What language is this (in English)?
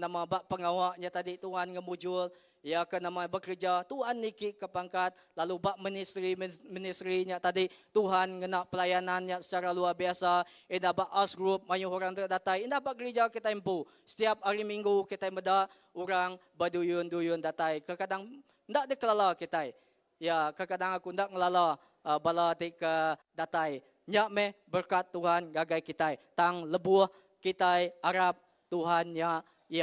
Iban